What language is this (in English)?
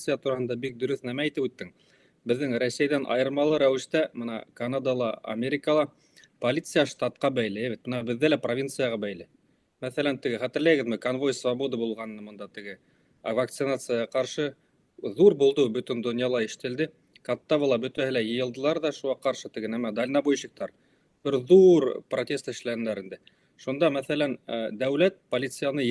Bashkir